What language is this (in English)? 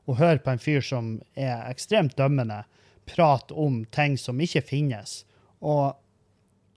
Norwegian